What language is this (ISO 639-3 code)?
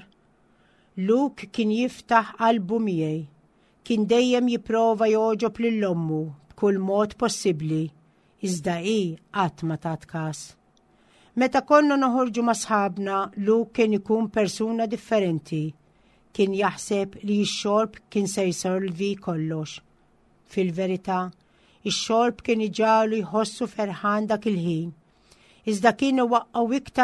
mlt